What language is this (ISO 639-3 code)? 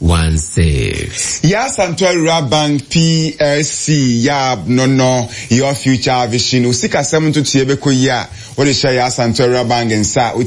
aka